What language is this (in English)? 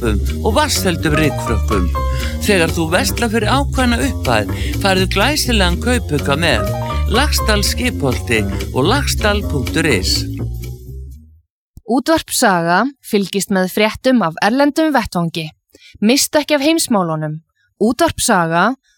Icelandic